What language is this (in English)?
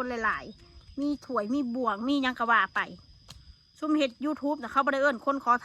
Northeastern Thai